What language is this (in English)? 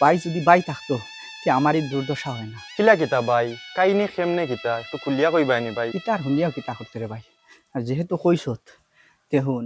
Sylheti